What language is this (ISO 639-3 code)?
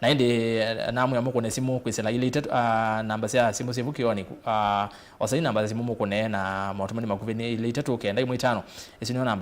kam